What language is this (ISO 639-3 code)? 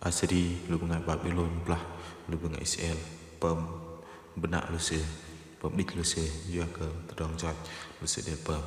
bdq